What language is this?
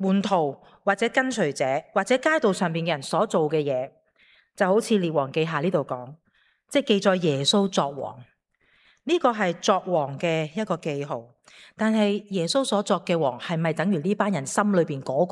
Cantonese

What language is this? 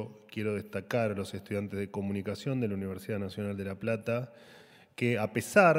Spanish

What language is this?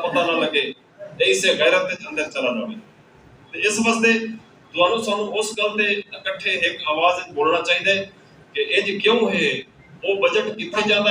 Saraiki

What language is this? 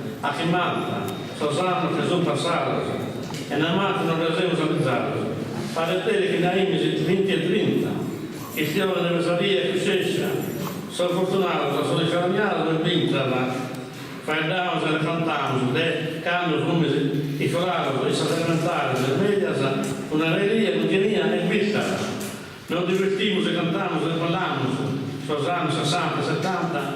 Sardinian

